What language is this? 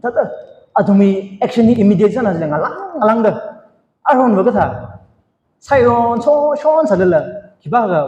Tangkhul Naga (India)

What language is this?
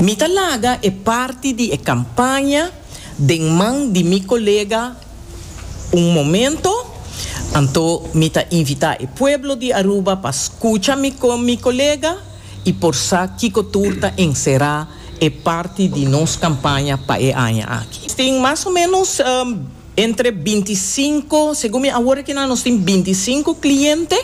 Papiamento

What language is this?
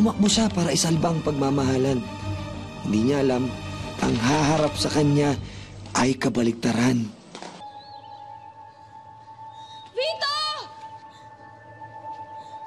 Filipino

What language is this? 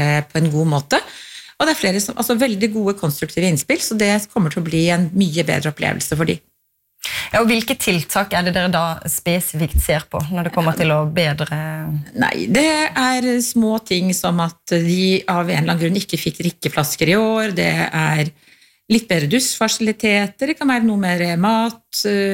Norwegian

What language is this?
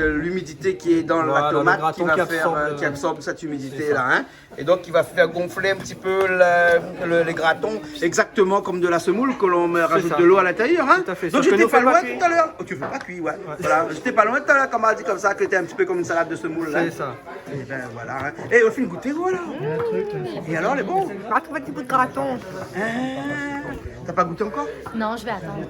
Réunion Creole French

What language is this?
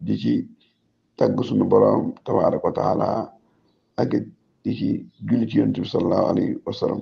Wolof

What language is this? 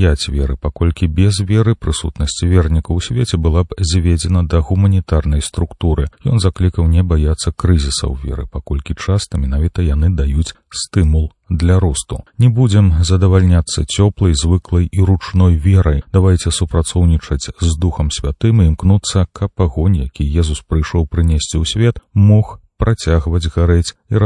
Belarusian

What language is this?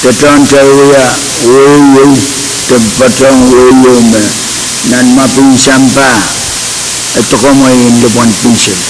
Pohnpeian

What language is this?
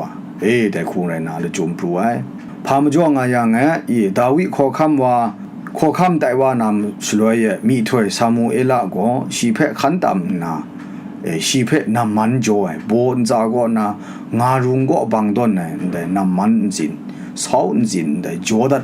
Kachin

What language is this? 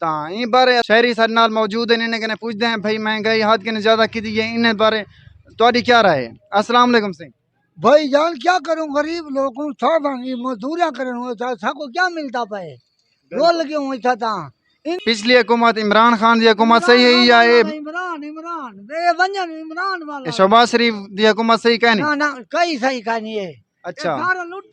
Saraiki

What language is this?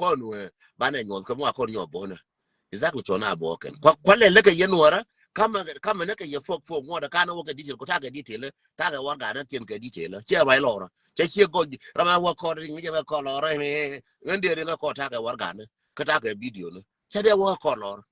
Nuer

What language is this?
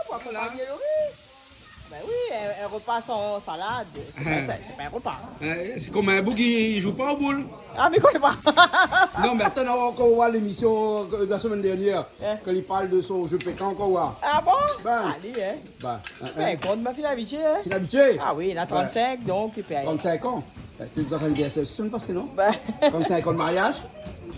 Réunion Creole French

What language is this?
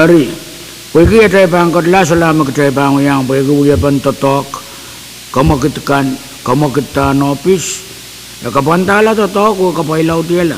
Pohnpeian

